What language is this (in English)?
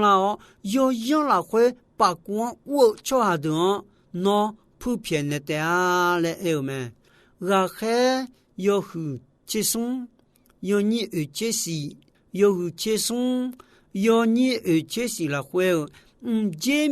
Akha